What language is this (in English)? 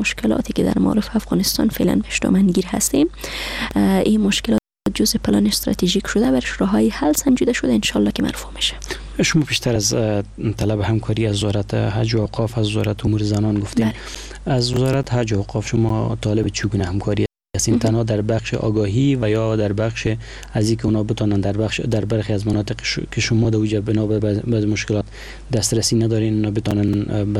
Persian